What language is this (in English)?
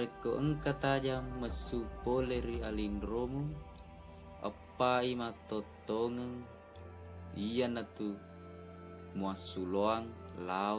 Buginese